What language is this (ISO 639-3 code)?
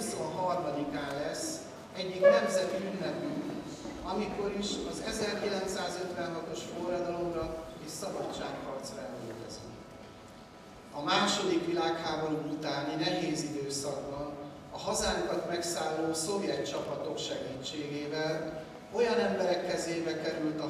hun